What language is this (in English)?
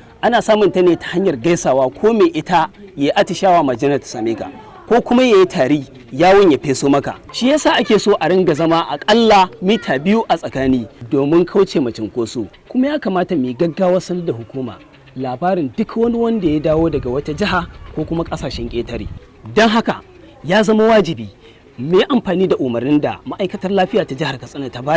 Hausa